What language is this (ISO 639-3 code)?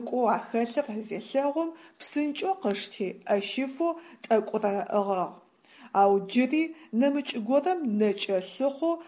ady